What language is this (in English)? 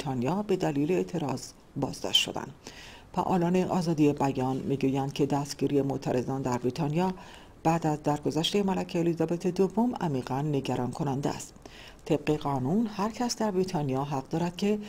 Persian